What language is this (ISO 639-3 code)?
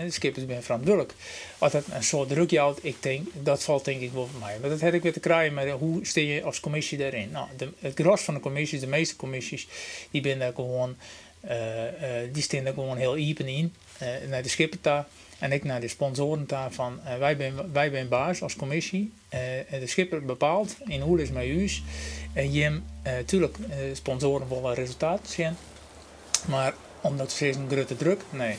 fry